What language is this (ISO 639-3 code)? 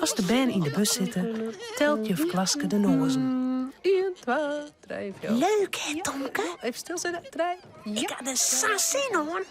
fry